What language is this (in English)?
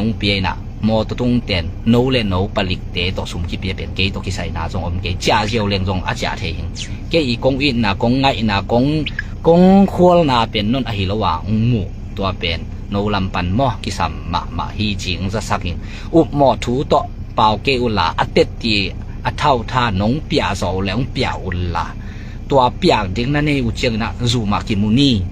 Tedim Chin